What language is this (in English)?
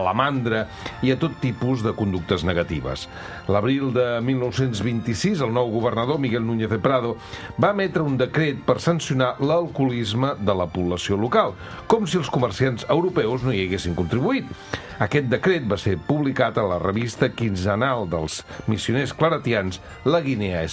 Catalan